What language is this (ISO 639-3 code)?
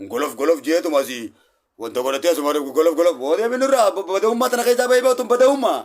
orm